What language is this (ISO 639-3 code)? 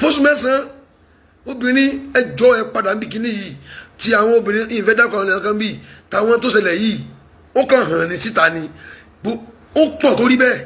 yor